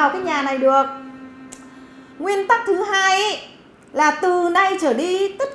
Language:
Vietnamese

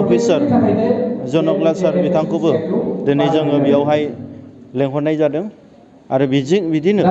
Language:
Bodo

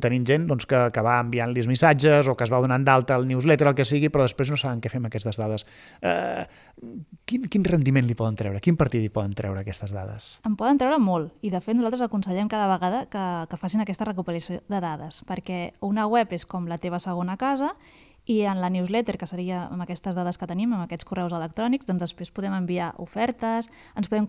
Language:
Catalan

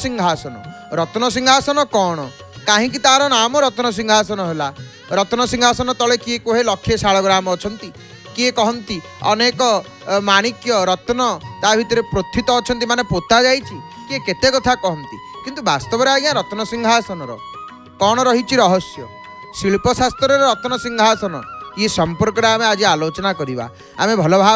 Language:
Odia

